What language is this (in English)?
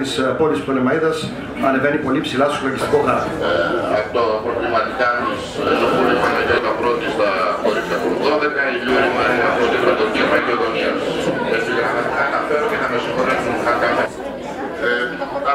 Greek